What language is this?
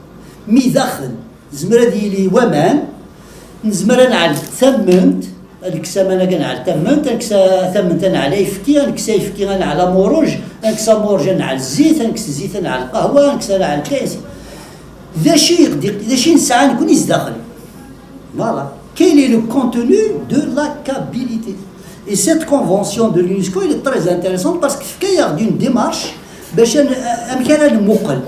Kabyle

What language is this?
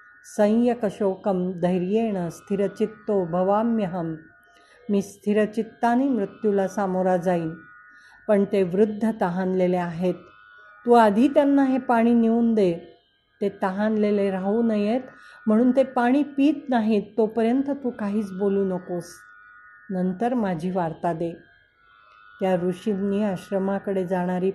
Marathi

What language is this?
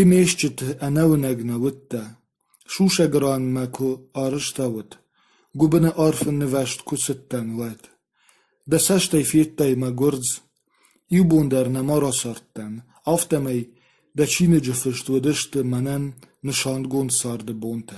Ossetic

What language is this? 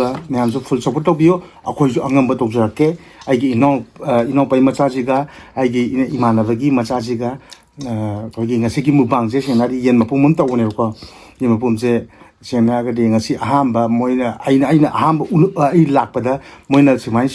Manipuri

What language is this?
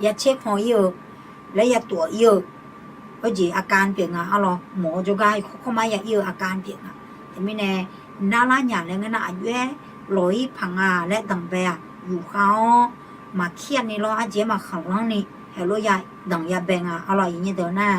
Akha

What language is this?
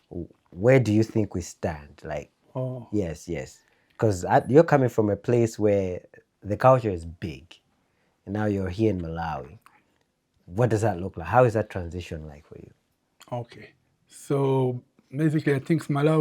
English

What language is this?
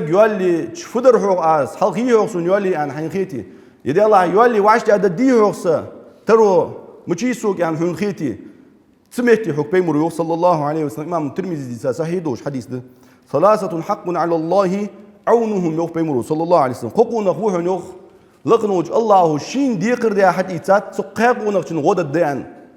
Ingush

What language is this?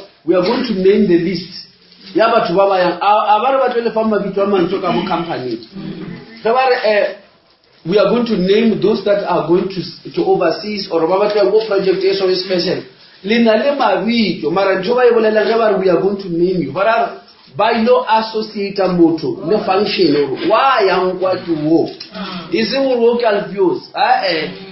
Northern Sotho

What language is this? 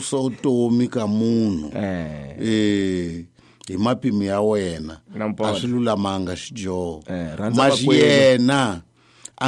Tsonga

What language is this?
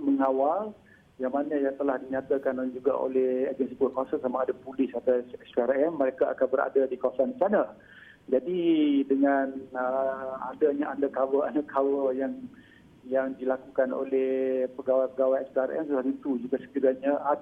Malay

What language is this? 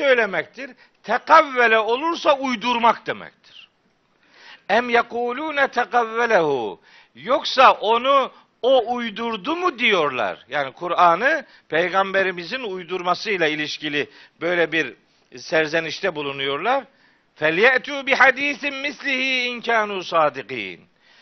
Turkish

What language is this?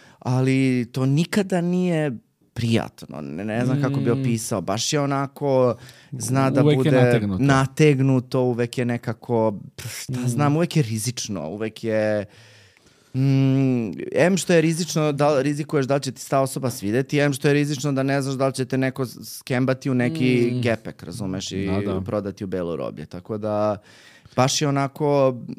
Serbian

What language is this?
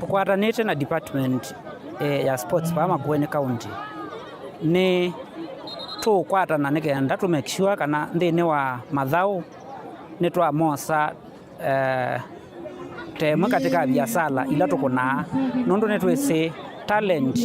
Kamba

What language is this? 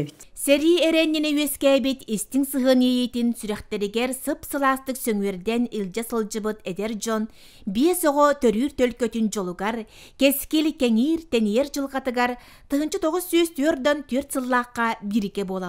Yakut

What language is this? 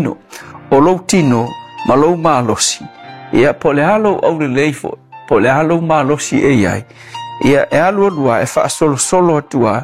Samoan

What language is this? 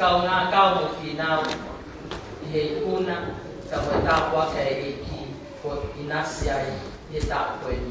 Tongan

